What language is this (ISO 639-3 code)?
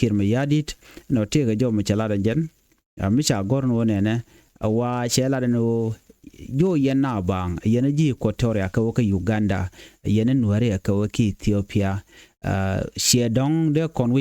nus